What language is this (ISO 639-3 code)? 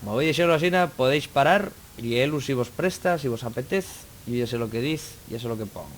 ast